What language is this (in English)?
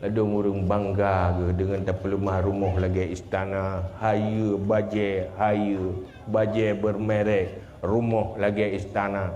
Achinese